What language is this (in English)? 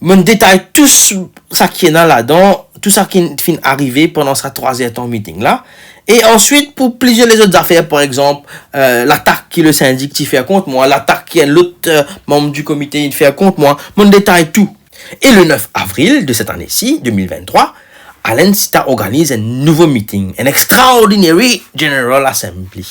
Morisyen